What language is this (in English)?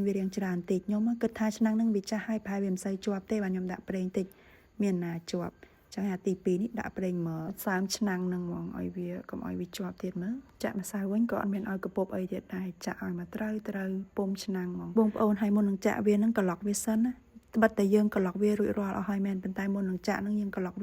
Khmer